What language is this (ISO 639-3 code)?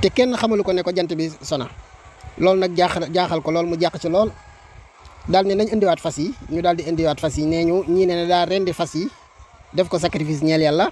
wol